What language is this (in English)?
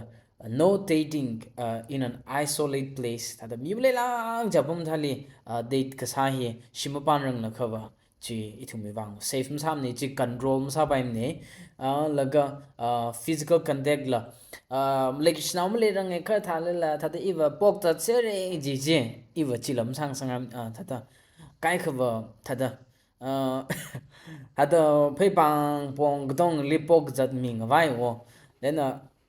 Tangkhul Naga (India)